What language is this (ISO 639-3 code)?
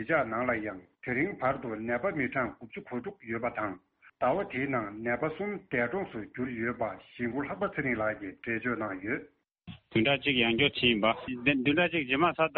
bod